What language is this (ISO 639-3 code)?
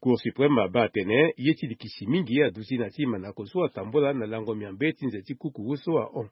sag